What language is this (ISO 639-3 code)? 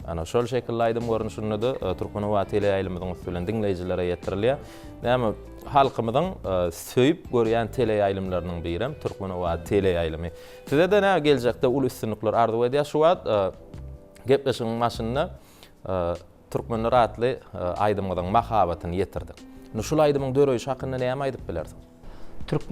tuk